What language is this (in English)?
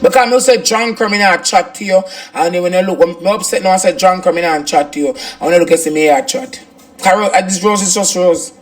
Jamaican Creole English